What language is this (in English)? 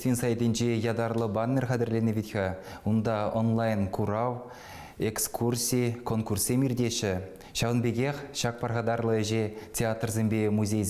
Chuvash